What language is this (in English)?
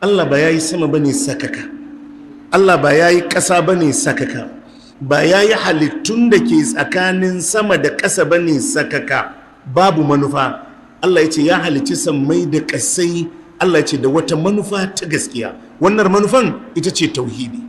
Hausa